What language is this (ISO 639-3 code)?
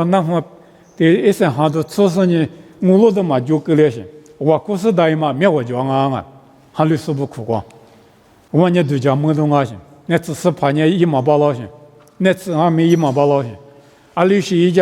lis